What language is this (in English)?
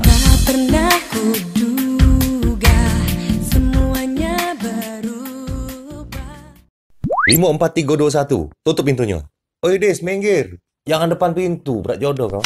Musi